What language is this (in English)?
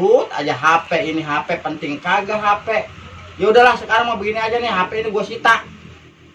Betawi